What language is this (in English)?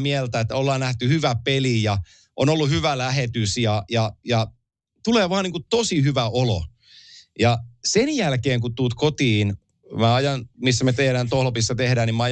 Finnish